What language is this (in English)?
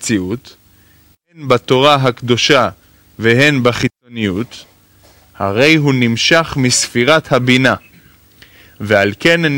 Hebrew